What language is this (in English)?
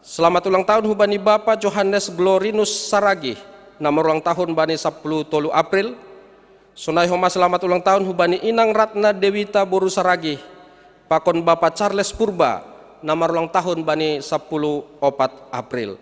Batak Simalungun